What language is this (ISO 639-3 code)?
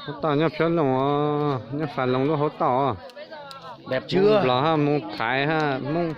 hmn